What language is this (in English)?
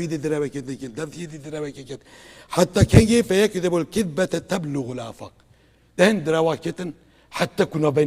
Kurdish